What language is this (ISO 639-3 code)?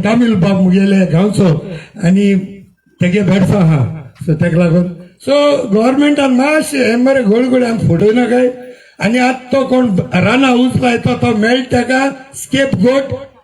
kok